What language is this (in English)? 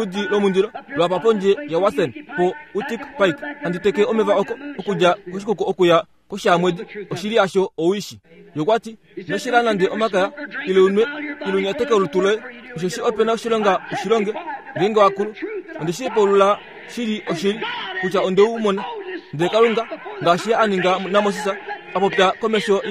Kuanyama